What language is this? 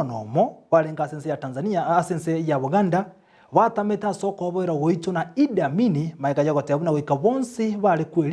Gusii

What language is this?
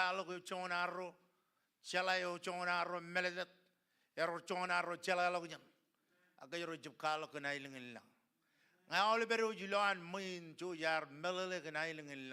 Marshallese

